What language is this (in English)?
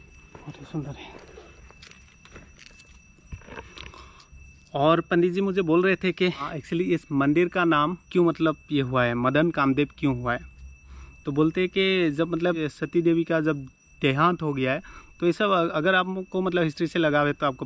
Hindi